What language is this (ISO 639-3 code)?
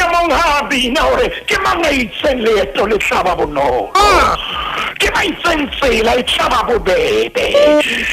sot